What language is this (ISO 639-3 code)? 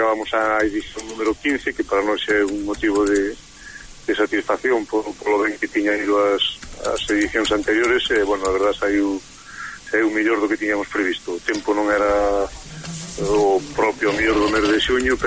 glg